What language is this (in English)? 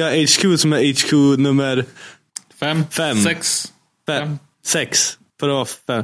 Swedish